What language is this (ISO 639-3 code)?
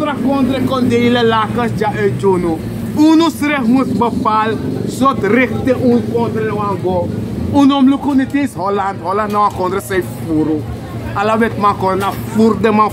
srn